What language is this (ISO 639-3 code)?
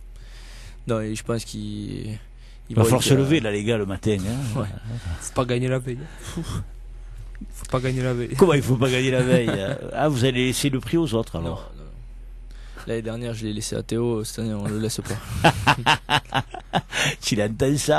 fra